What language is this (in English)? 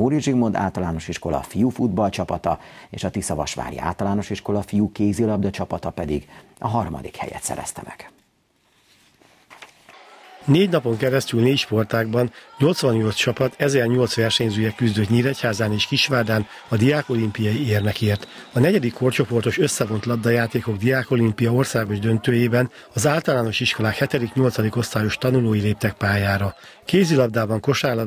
Hungarian